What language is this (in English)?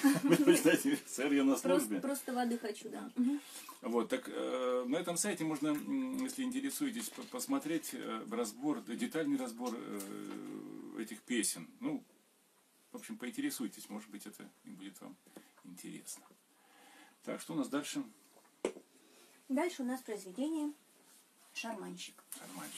Russian